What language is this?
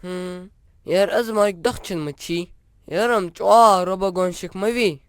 Ingush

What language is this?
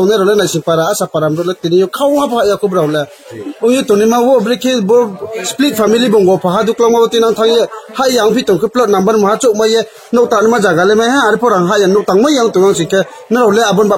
Riang (India)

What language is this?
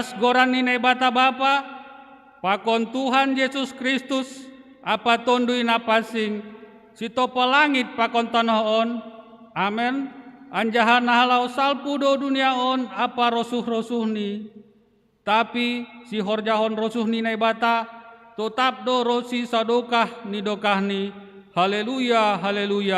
Batak Simalungun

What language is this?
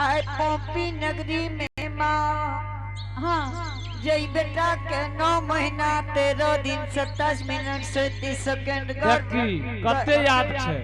Angika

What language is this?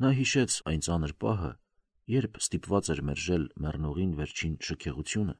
Armenian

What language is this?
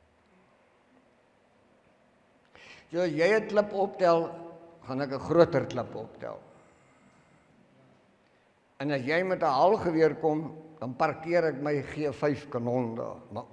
Afrikaans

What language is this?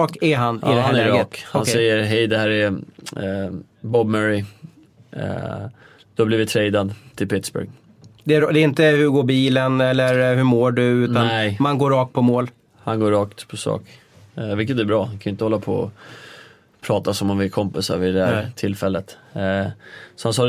Swedish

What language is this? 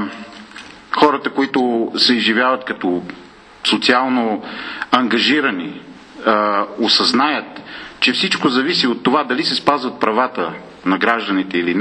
Bulgarian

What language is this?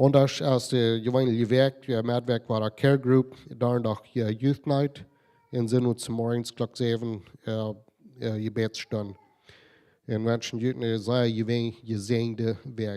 Plautdietsch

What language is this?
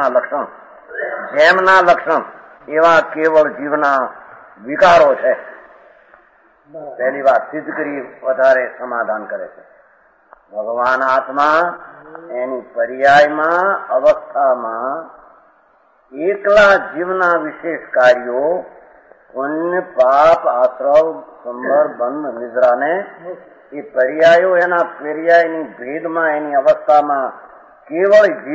Gujarati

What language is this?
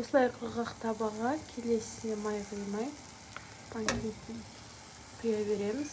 Kazakh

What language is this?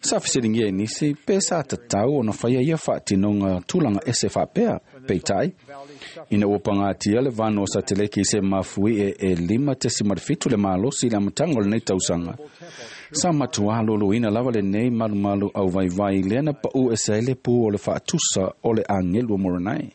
Samoan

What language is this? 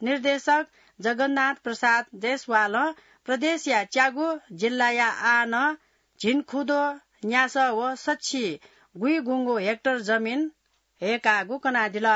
Newari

